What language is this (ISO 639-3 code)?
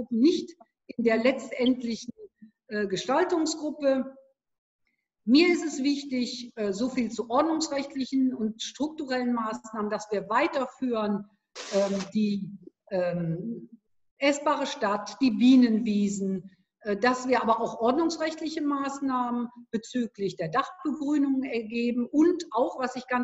deu